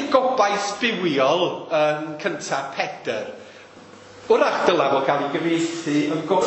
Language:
Welsh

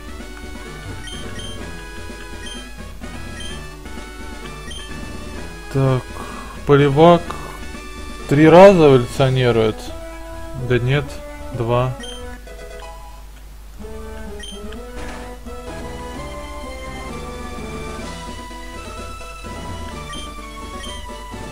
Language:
Russian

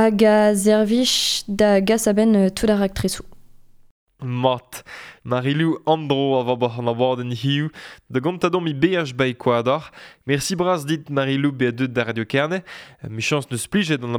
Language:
Breton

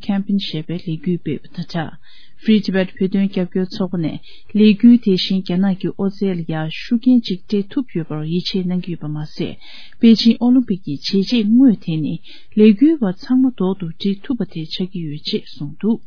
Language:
Tibetan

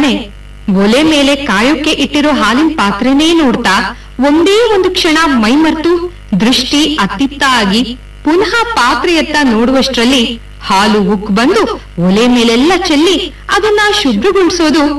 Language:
Kannada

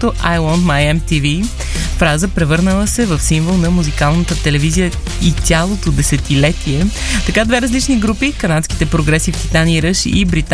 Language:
Bulgarian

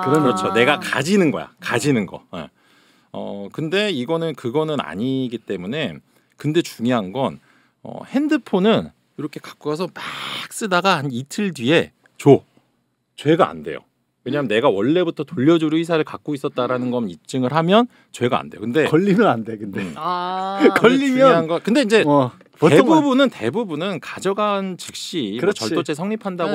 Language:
Korean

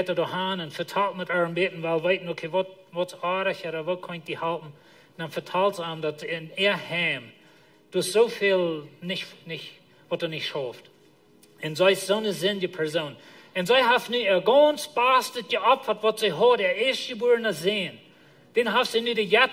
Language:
Plautdietsch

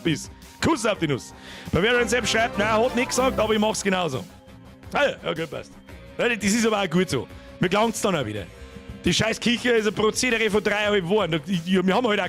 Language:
Bavarian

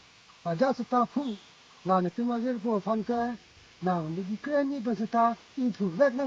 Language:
Karbi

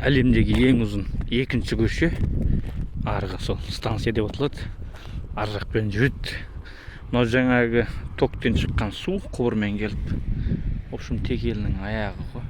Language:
Kazakh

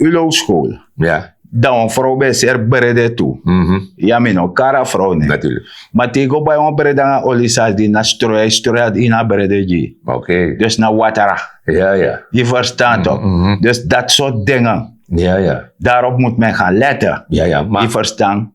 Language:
Sranan Tongo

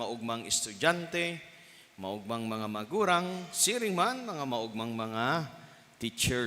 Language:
Bikol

